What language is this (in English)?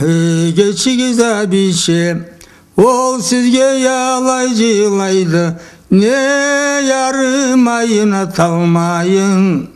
Karachay-Balkar